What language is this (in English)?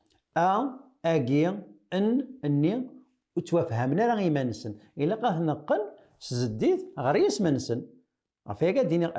Kabyle